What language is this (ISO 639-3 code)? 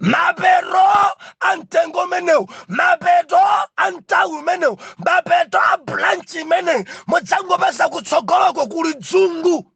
nya